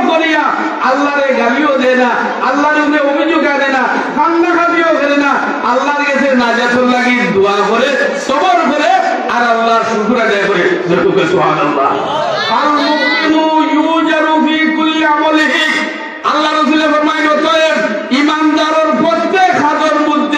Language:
Sylheti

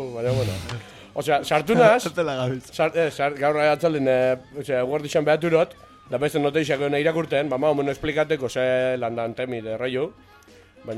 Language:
Basque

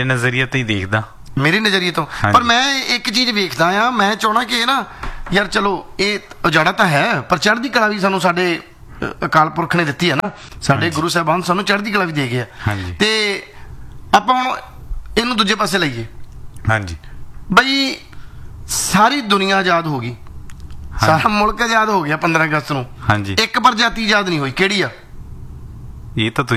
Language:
Punjabi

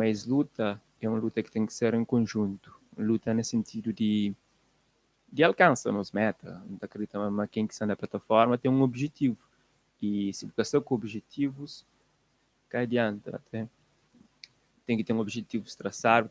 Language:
Kabuverdianu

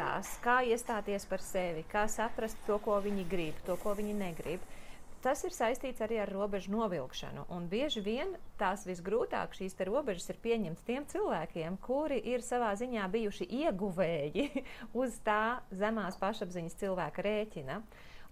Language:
Latvian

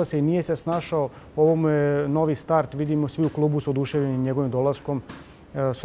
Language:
Serbian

